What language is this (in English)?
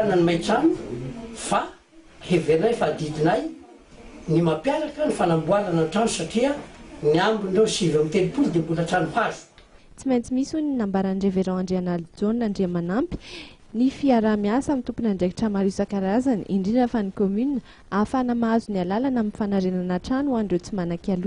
Malagasy